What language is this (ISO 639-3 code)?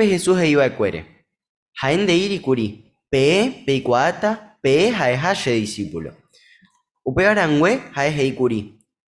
grn